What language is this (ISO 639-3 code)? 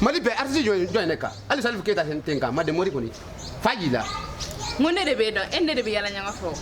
bam